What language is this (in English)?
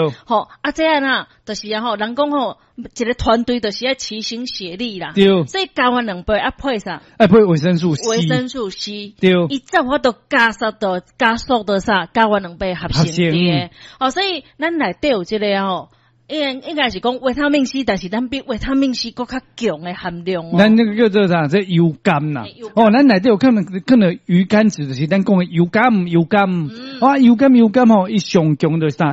Min Nan Chinese